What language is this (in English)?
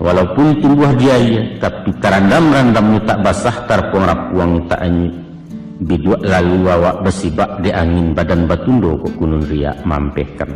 Minangkabau